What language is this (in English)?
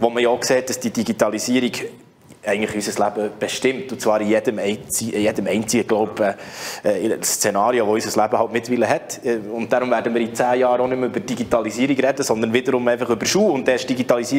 German